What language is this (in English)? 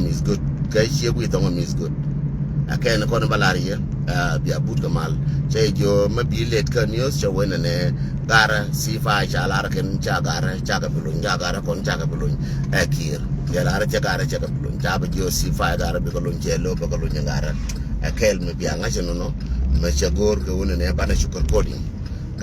Nuer